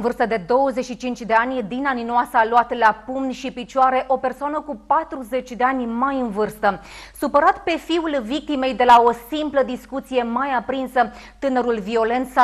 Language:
Romanian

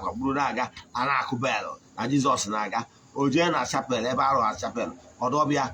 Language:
Igbo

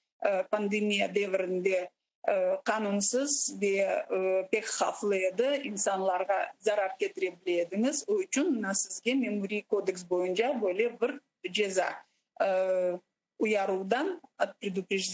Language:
Crimean Tatar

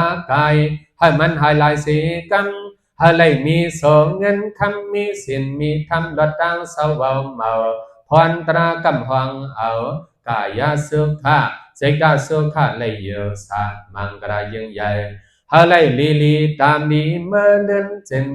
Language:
Shan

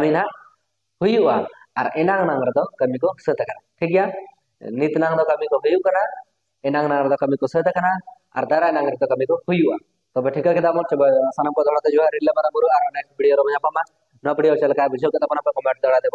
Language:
Santali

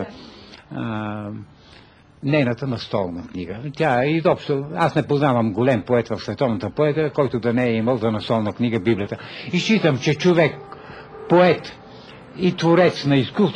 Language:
Bulgarian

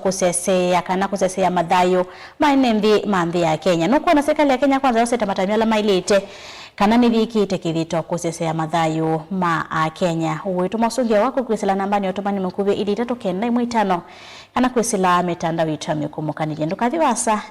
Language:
Kamba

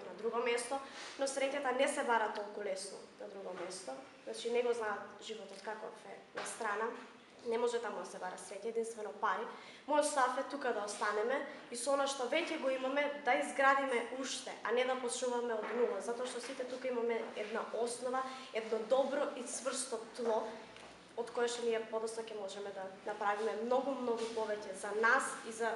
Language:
Macedonian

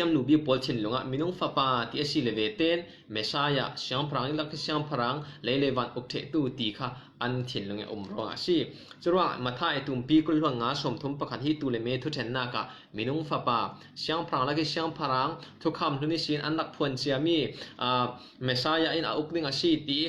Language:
Falam Chin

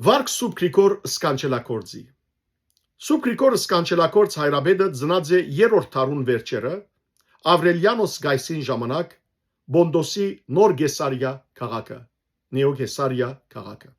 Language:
Western Armenian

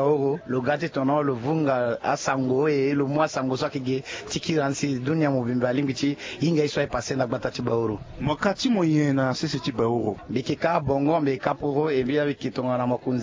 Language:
Sango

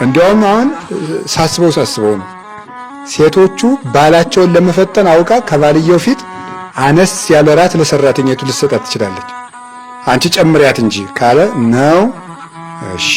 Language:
Amharic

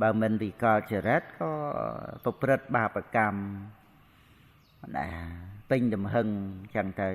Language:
Khmer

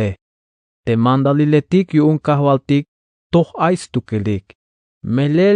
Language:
Tzeltal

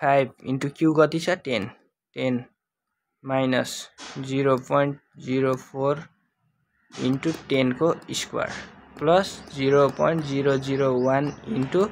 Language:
Nepali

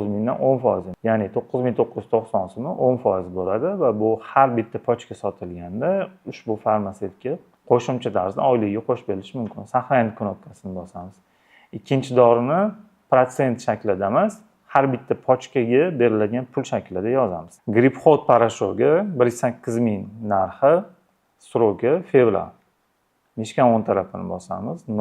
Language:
Uzbek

